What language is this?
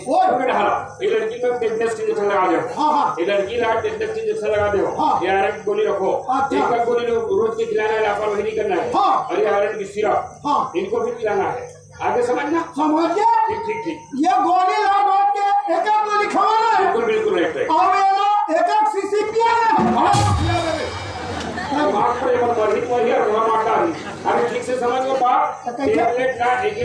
Chhattisgarhi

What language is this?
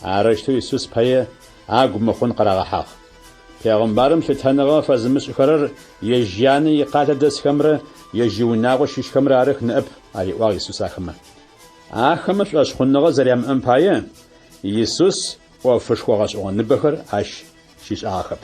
Adyghe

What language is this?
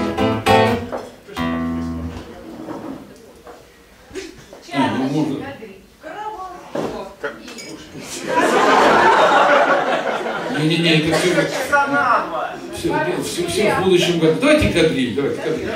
Russian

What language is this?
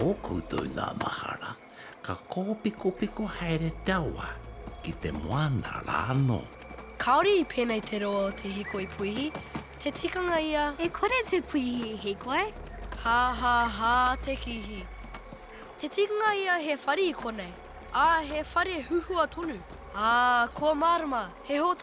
Māori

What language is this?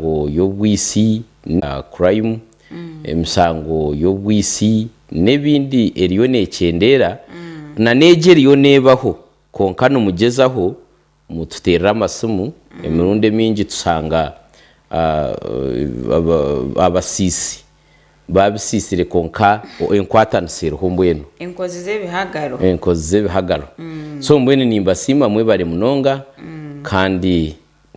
Nyankole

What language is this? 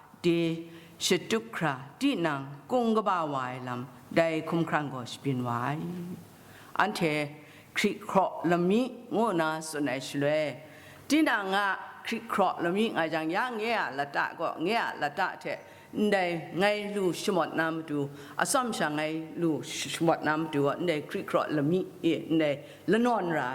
Kachin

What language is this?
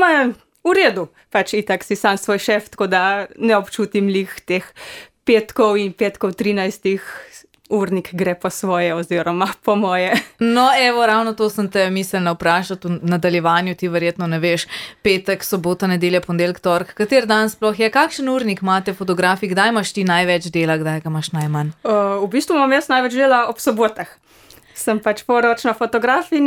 Slovenian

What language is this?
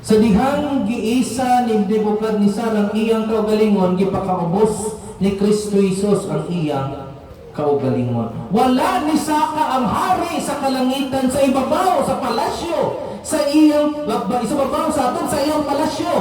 Cebuano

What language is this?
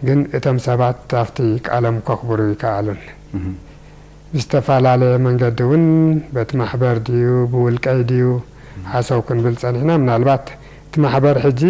Tigrinya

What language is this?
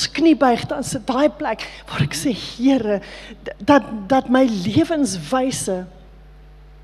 Afrikaans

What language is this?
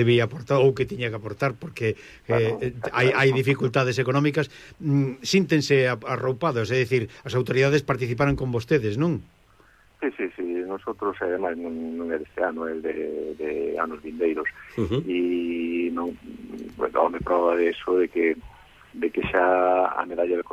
Galician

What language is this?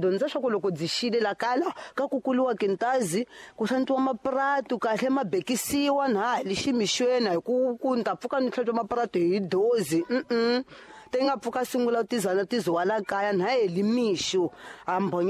Tsonga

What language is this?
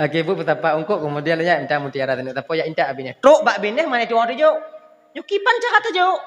Achinese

